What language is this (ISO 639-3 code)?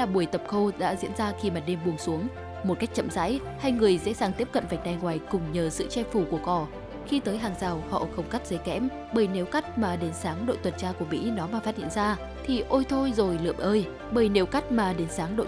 vie